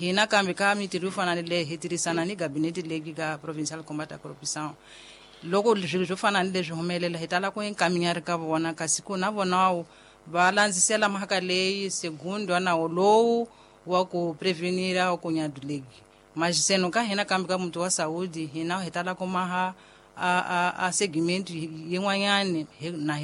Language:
Tsonga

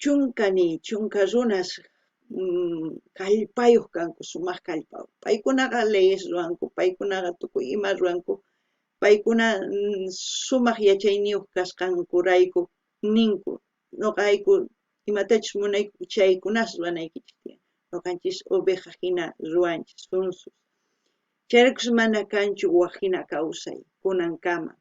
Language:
South Bolivian Quechua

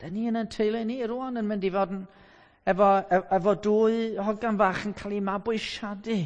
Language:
Welsh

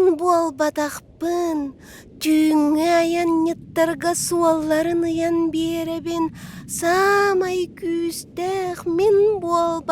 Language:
Yakut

